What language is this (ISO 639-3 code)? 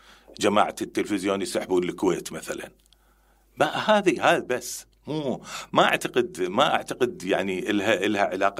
acm